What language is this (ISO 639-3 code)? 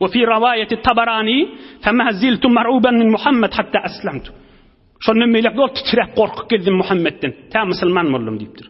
tuk